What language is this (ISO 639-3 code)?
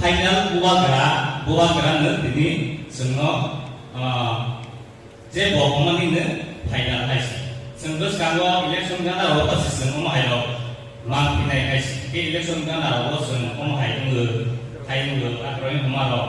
trp